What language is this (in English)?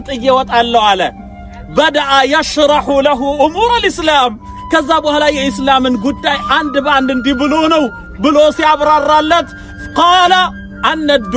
Amharic